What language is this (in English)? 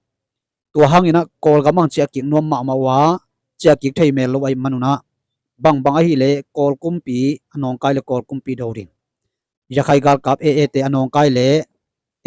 Tedim Chin